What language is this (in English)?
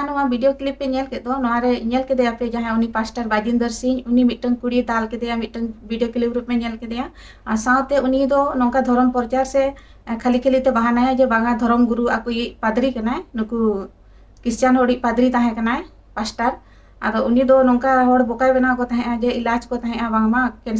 Santali